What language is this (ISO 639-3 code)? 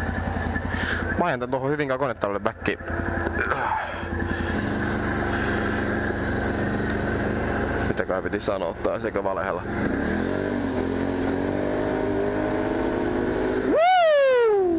fin